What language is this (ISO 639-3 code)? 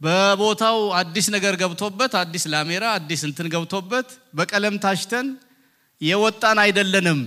amh